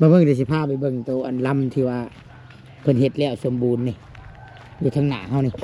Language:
Northeastern Thai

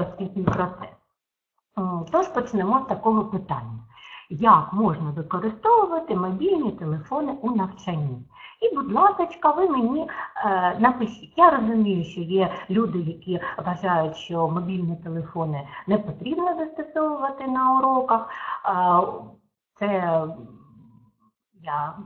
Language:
Ukrainian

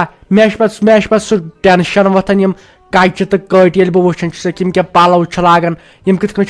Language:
Kashmiri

